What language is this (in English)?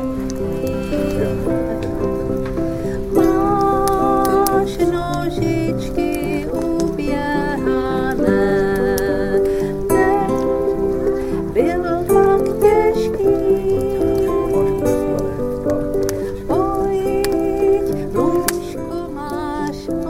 Czech